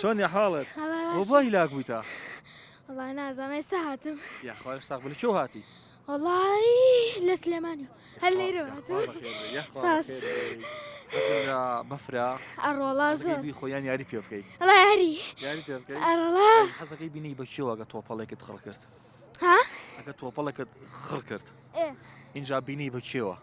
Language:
Central Kurdish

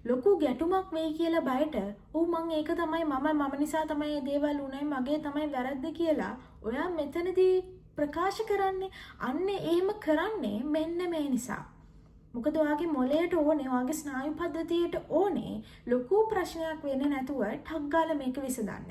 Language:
Sinhala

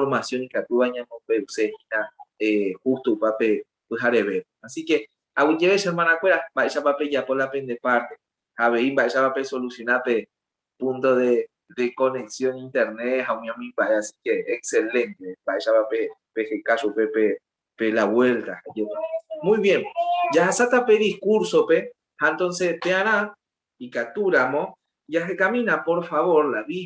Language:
Guarani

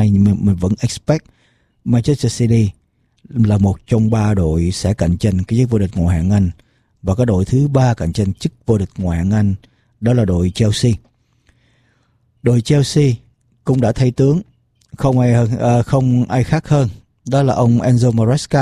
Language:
Vietnamese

